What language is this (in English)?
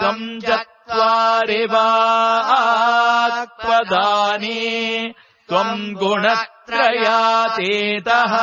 Sanskrit